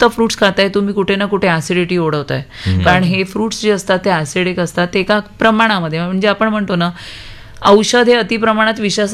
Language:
Marathi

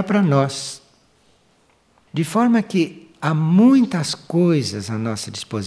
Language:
Portuguese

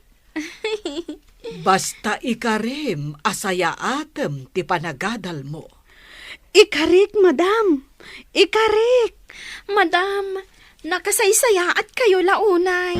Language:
Iloko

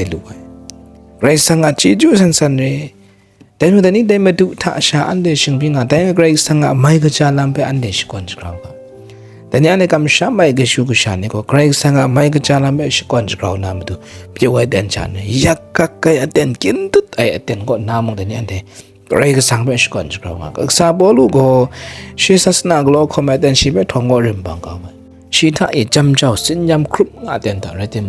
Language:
Kachin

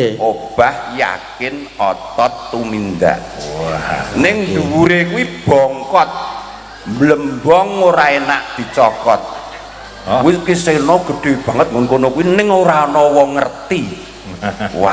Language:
Javanese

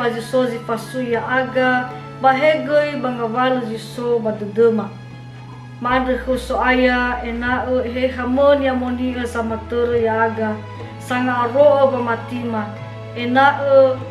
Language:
Nias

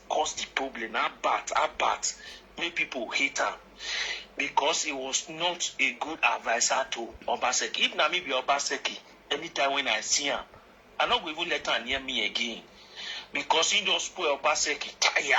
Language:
Nigerian Pidgin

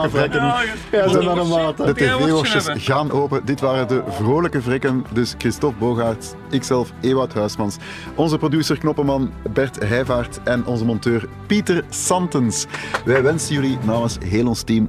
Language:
Dutch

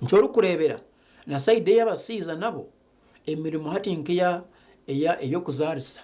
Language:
Nyankole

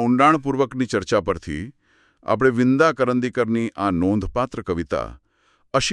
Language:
Gujarati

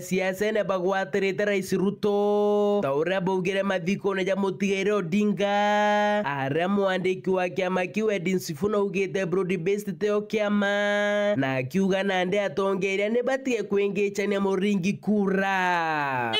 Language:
Meru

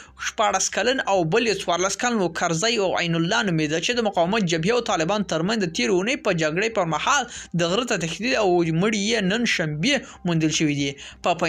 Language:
Pashto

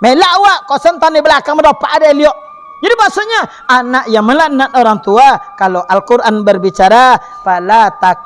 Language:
Minangkabau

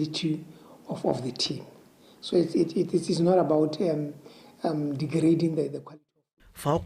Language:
Tswana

